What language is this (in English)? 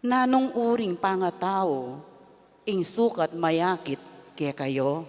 Pampanga